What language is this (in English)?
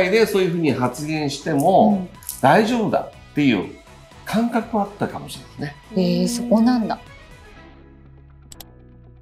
Japanese